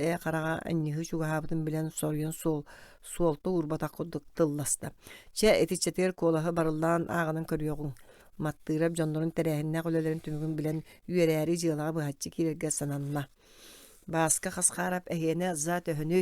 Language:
Yakut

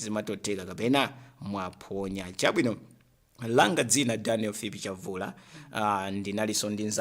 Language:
Nyanja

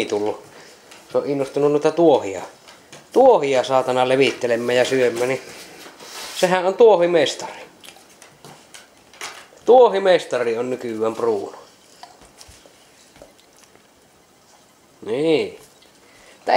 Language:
Finnish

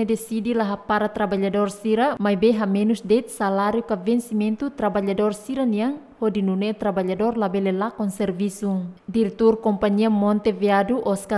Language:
Tetum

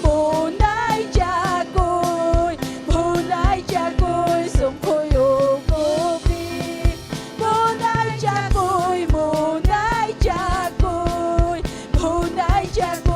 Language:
Ayacucho Quechua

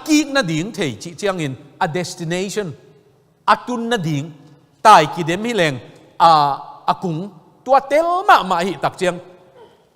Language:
Tedim Chin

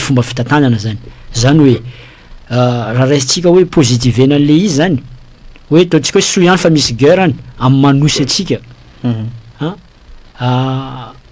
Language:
Malagasy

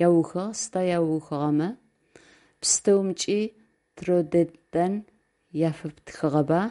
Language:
Adyghe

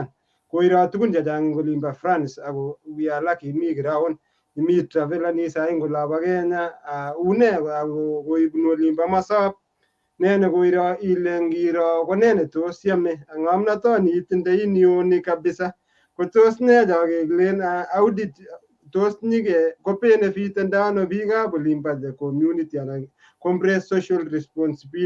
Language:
Kalenjin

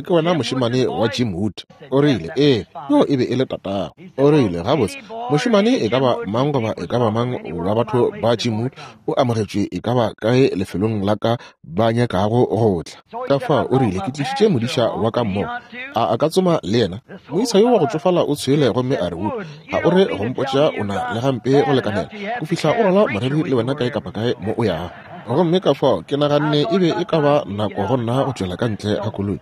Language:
Northern Sotho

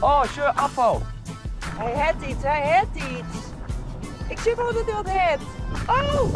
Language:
Western Frisian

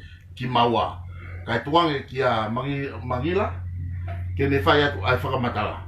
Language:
Tongan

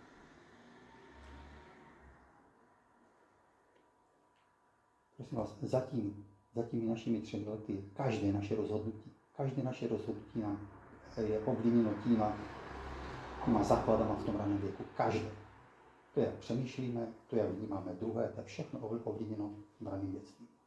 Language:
Czech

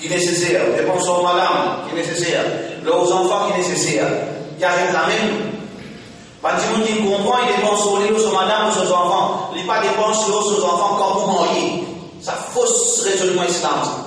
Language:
Morisyen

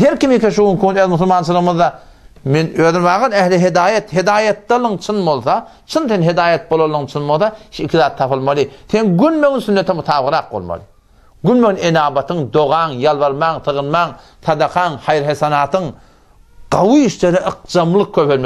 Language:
Turkmen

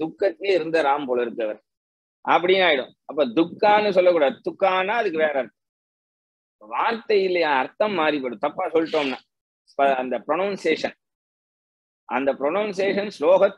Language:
Tamil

